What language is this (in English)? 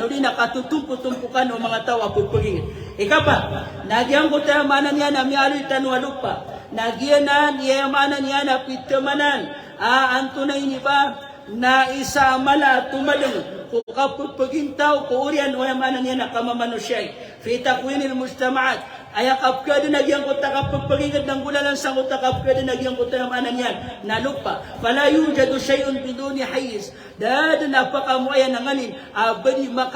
Maranao